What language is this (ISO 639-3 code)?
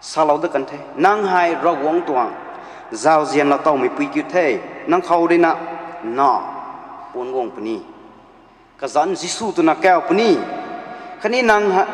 nbu